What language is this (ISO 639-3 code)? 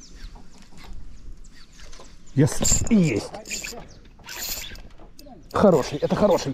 rus